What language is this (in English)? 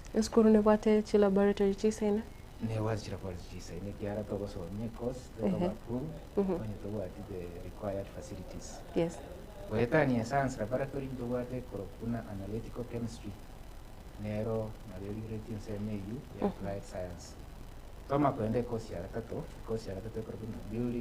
Gusii